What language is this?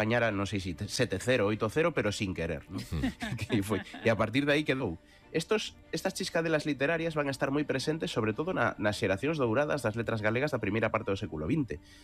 Galician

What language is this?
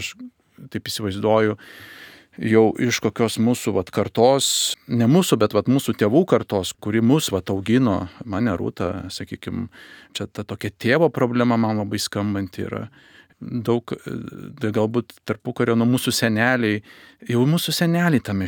Lithuanian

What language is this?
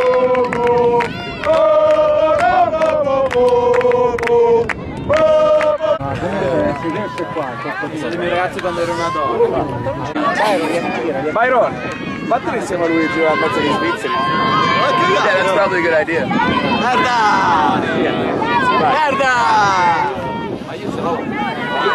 Italian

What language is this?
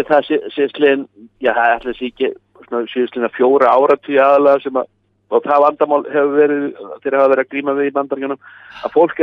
Icelandic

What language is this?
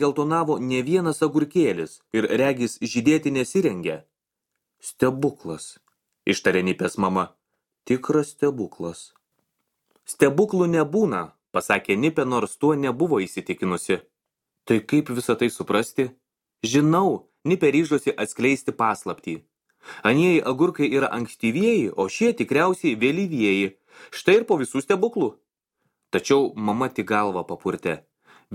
Lithuanian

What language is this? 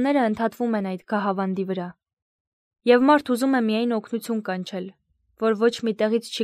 Armenian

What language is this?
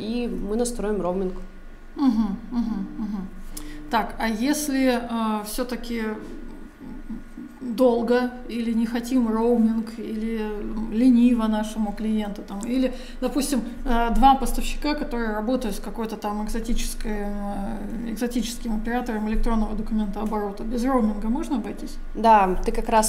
Russian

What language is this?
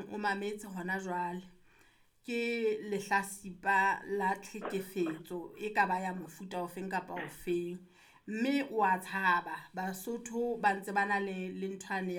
Southern Sotho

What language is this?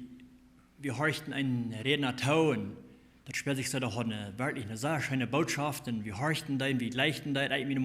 Plautdietsch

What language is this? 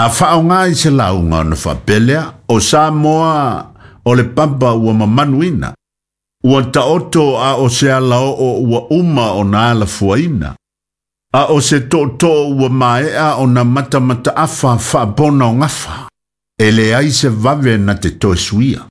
Samoan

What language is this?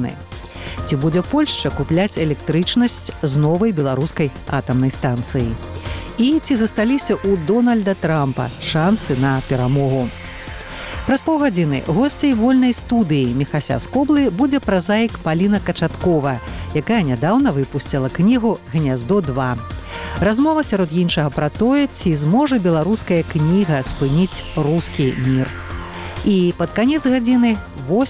Belarusian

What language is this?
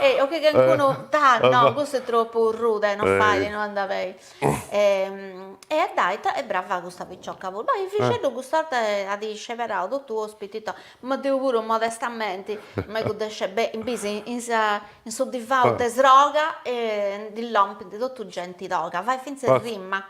Sardinian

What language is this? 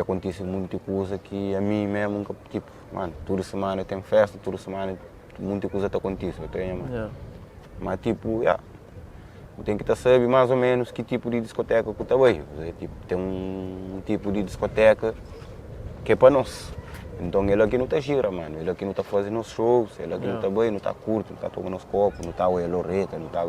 Kabuverdianu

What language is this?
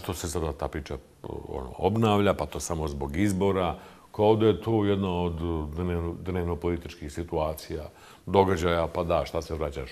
Bosnian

